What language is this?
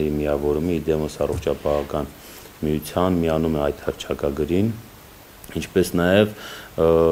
Armenian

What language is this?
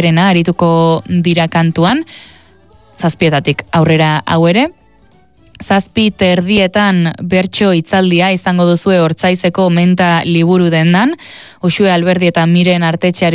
Basque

